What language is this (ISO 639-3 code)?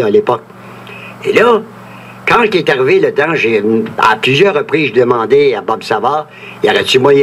fra